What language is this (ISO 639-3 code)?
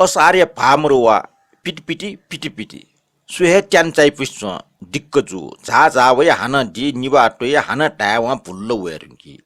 new